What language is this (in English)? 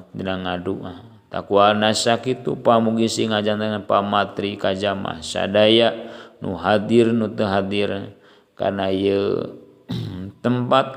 Sundanese